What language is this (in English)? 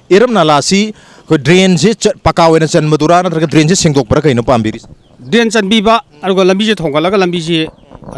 Manipuri